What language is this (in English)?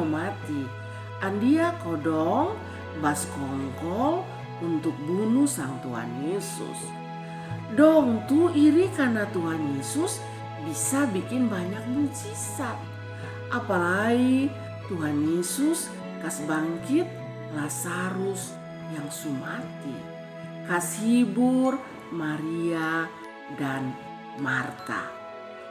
Kupang Malay